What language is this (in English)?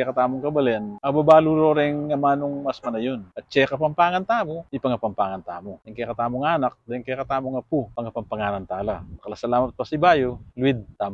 Pampanga